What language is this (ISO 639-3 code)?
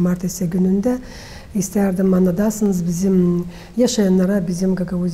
gag